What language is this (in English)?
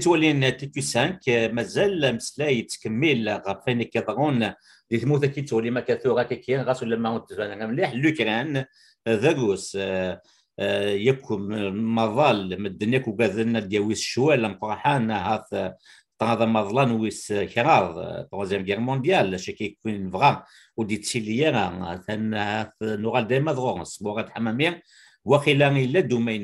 Kabyle